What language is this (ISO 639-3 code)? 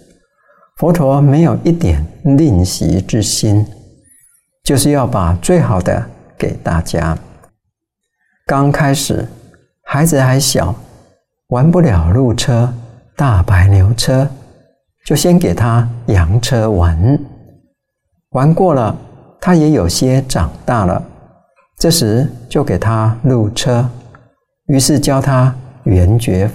zho